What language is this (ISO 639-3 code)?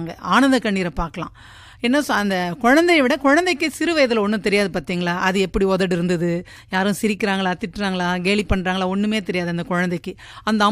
tam